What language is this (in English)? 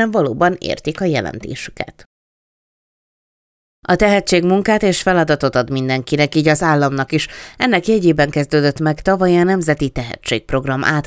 Hungarian